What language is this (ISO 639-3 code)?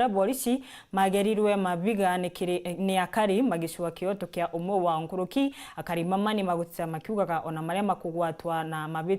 mer